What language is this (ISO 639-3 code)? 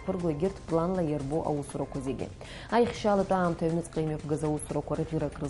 abk